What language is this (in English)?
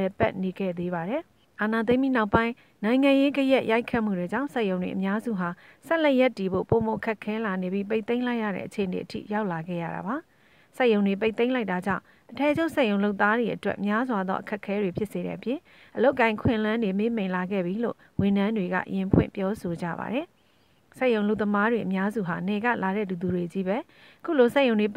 Burmese